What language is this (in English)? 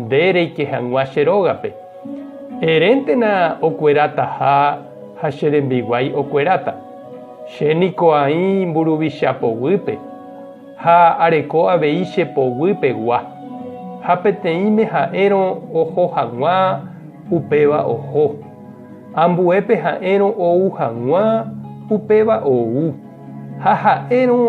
Guarani